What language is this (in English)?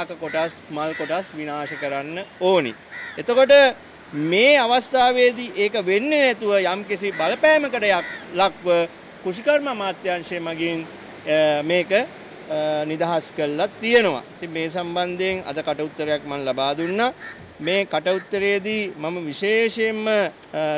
Sinhala